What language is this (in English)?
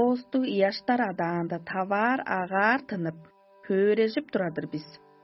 Tuvinian